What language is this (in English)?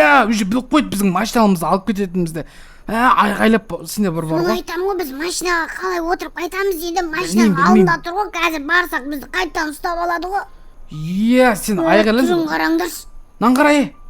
Kazakh